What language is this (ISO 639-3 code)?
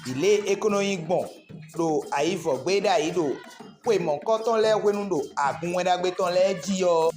fon